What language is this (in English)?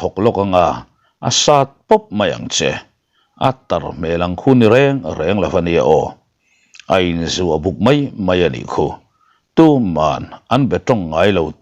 Mizo